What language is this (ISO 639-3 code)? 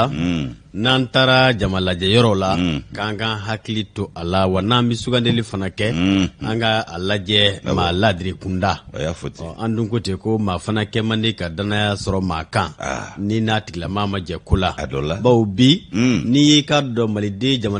bam